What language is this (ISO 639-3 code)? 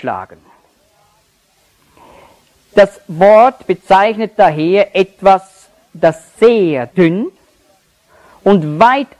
deu